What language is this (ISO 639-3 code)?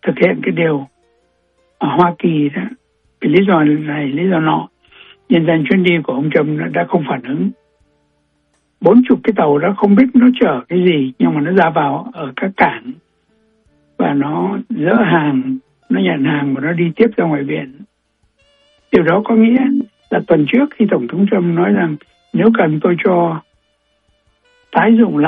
vie